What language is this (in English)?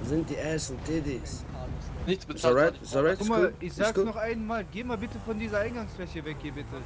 Swiss German